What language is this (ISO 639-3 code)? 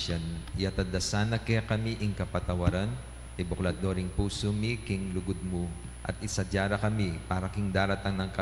pam